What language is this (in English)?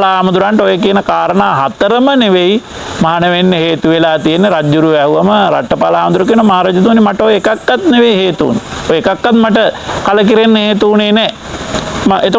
Sinhala